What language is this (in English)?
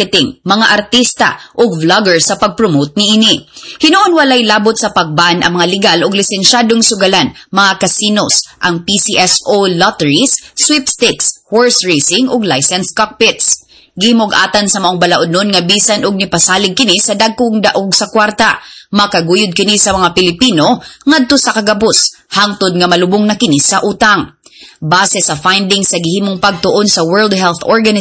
Cebuano